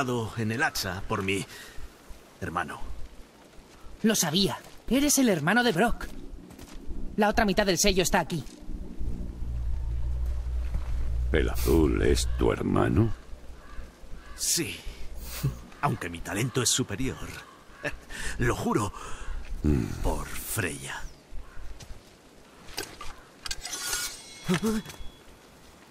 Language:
Spanish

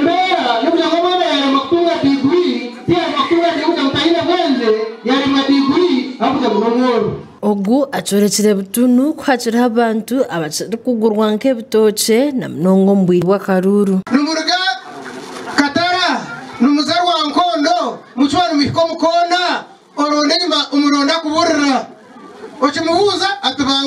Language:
Nyankole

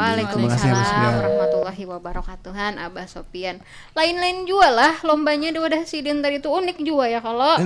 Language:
Banjar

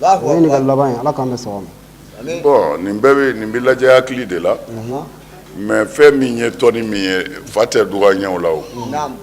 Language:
Bambara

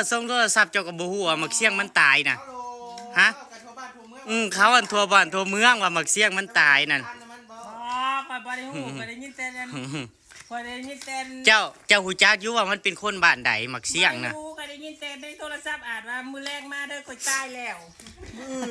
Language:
Northeastern Thai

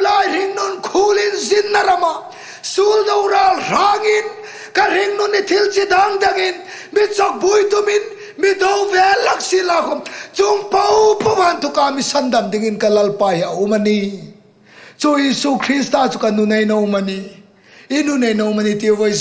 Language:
Hmar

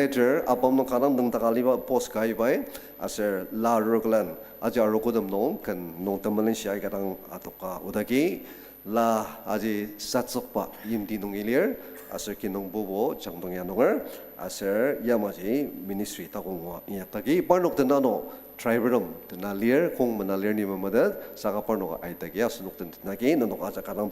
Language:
Ao Naga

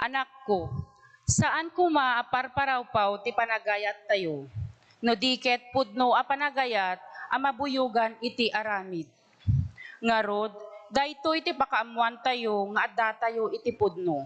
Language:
Iloko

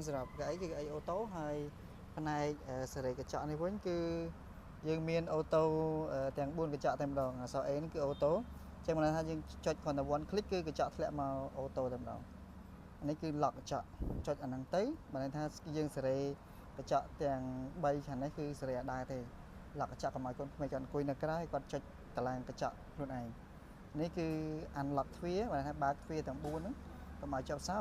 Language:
Khmer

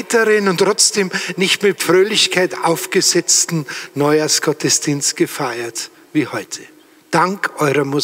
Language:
German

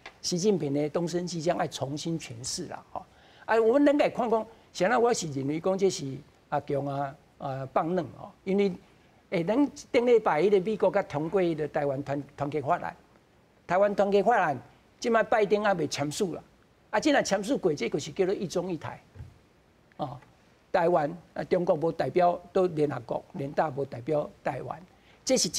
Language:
Min Nan Chinese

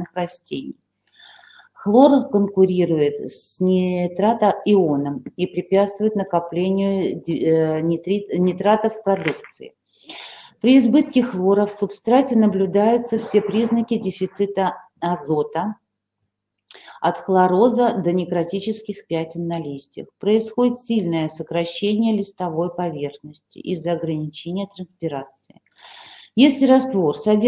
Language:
Russian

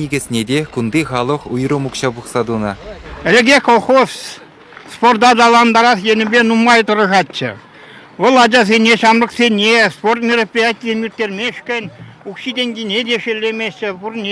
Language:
Chuvash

